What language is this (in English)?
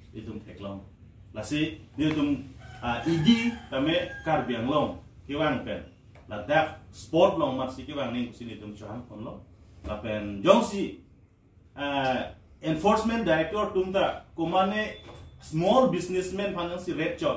Karbi